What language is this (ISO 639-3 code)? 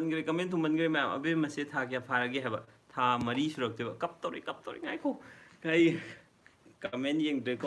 mni